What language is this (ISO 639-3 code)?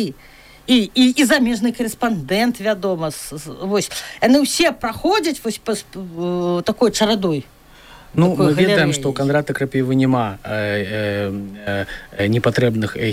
bel